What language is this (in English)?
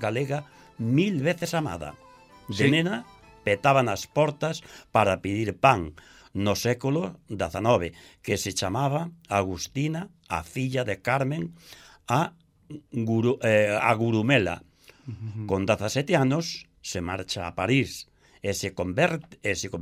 Galician